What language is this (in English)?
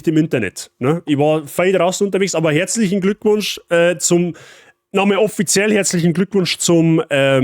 Bavarian